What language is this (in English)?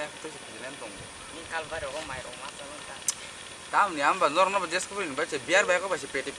Kok Borok